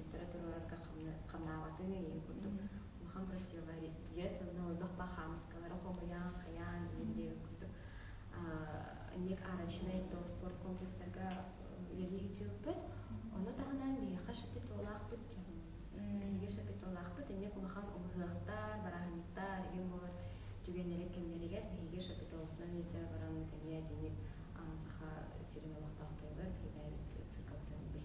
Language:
Yakut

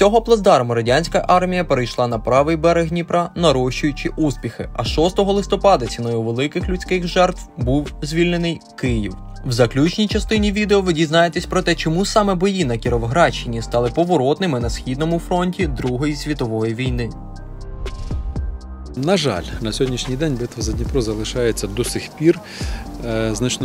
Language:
Ukrainian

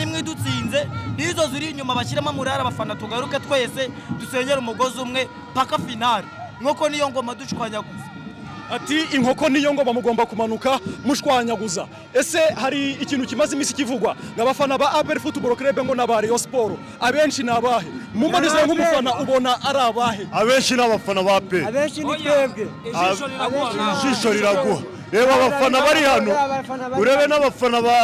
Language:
Kinyarwanda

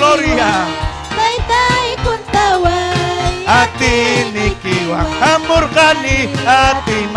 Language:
Ayacucho Quechua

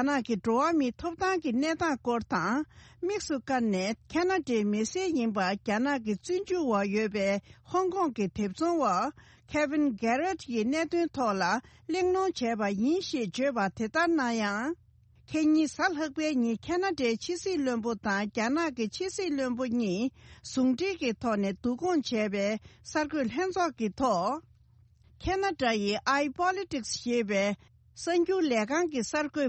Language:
Tibetan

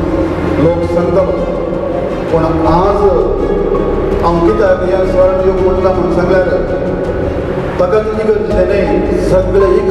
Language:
Konkani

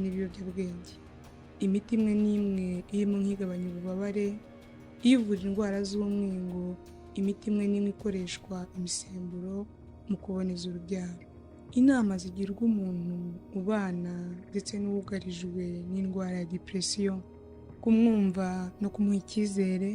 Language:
Kinyarwanda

